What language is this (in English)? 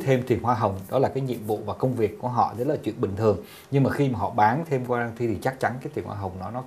Vietnamese